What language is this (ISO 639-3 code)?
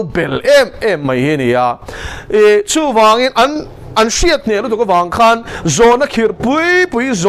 lus